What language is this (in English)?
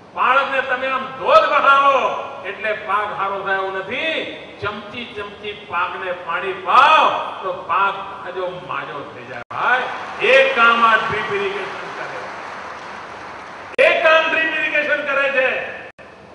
Gujarati